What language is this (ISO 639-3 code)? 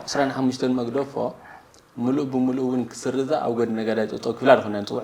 tir